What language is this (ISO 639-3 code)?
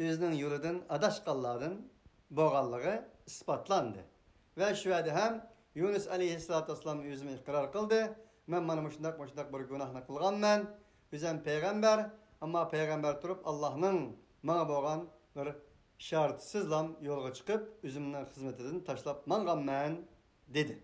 uig